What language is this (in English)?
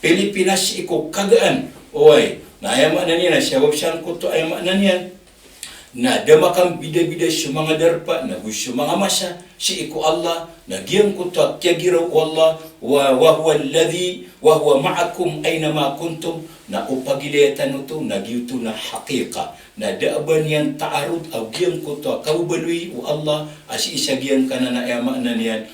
Maranao